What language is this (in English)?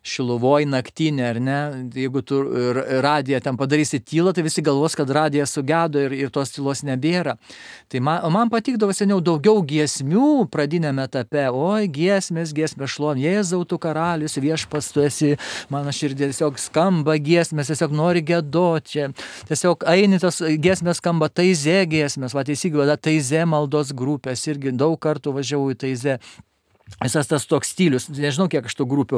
Lithuanian